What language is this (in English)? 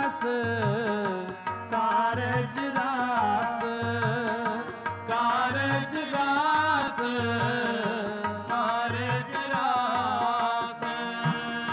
Punjabi